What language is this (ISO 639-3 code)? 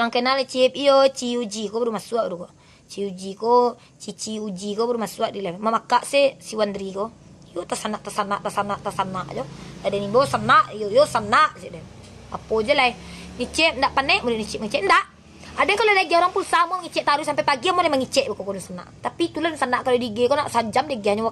min